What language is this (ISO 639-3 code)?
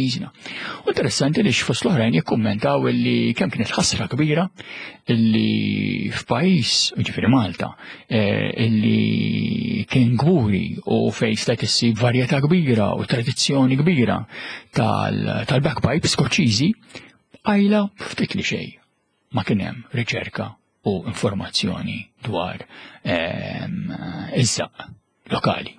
mlt